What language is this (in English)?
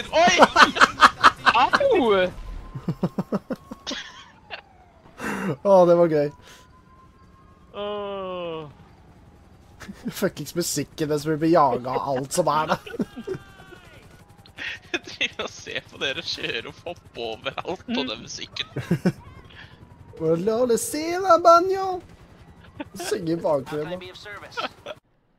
Norwegian